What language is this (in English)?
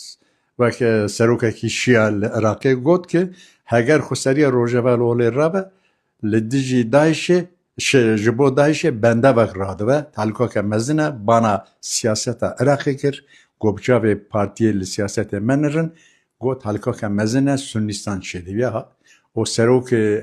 Kurdish